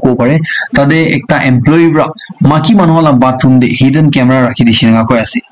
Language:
Naga Pidgin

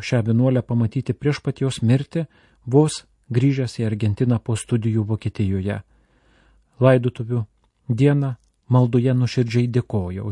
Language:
Lithuanian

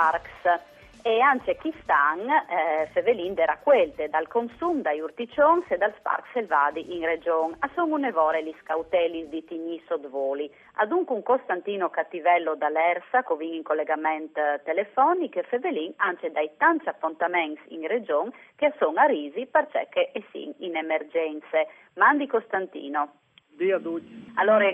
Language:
Friulian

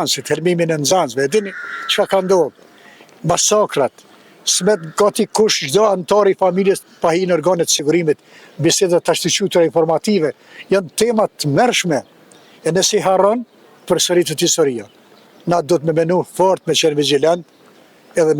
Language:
Albanian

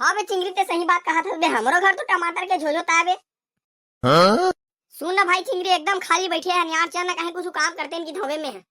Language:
Chhattisgarhi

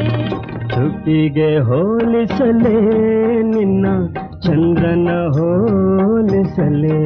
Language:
Kannada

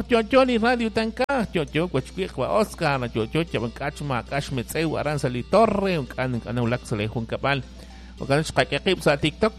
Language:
Kekchí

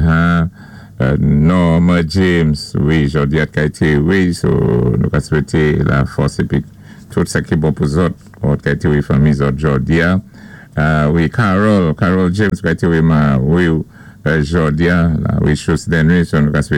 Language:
Saint Lucian Creole French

